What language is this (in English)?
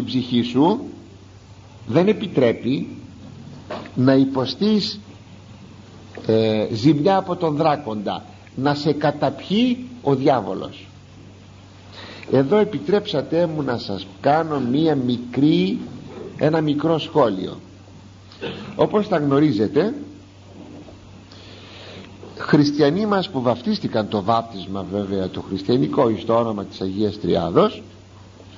Greek